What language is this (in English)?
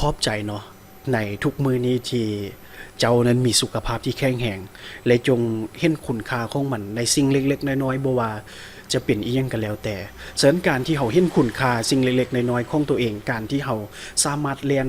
Lao